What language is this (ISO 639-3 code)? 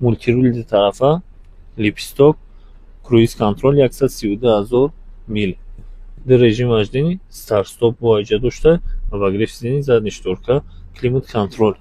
tgk